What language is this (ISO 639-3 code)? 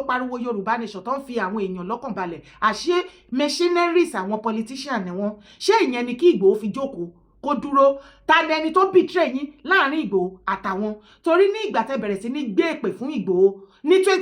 yor